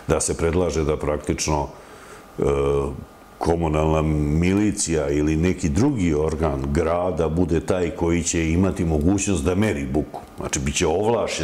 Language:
Serbian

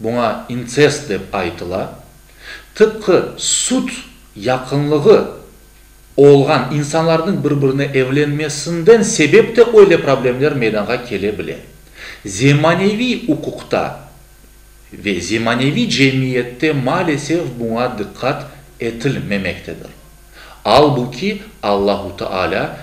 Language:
Crimean Tatar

